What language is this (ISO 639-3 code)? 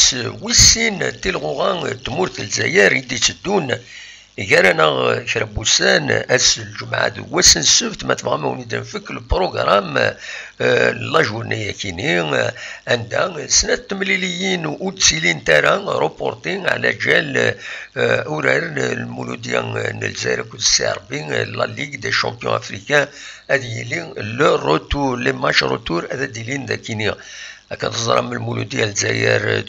kab